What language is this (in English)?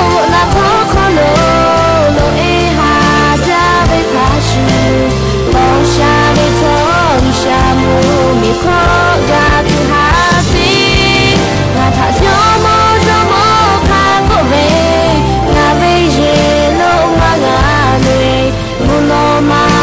Lahu